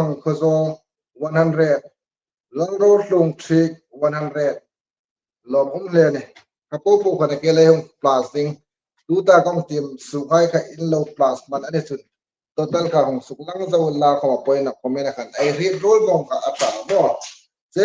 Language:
Hmar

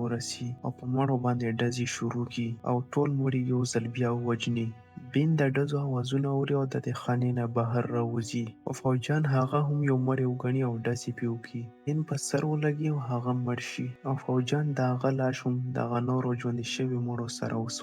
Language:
Pashto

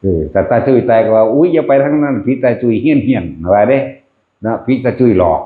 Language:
Northeastern Thai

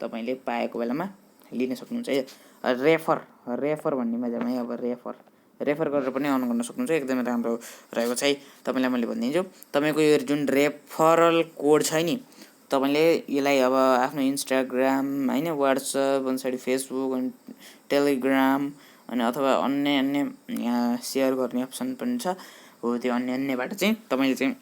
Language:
Nepali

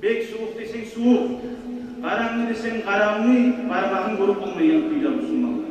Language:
Kumyk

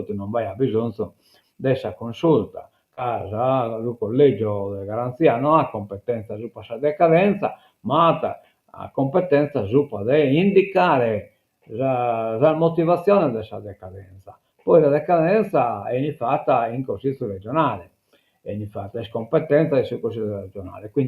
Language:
Sardinian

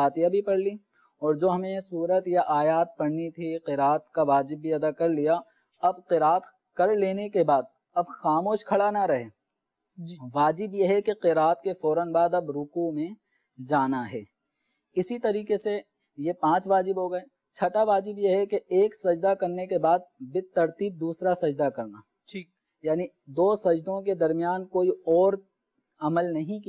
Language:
Urdu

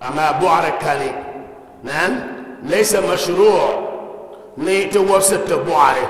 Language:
Dagbani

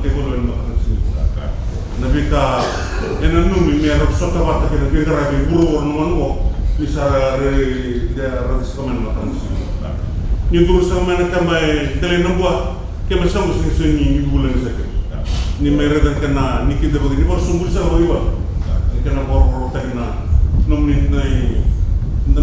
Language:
Fijian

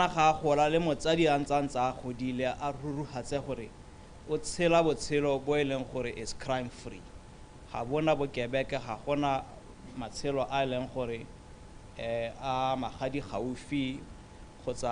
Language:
Tswana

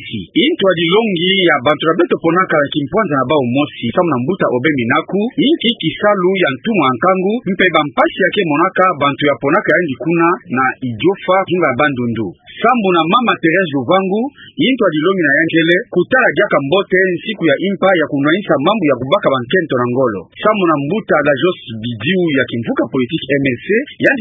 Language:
Kituba (Democratic Republic of Congo)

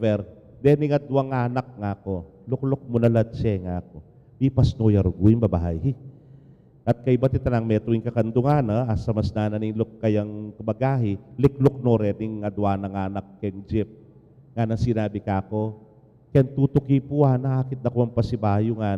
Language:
Pampanga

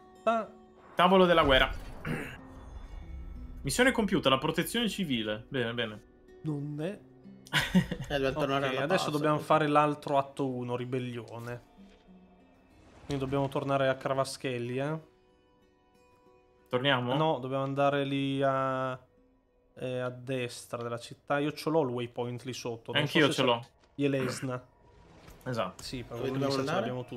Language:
Italian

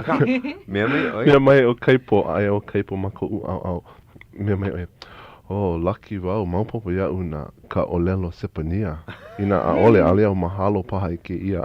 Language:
Hawaiian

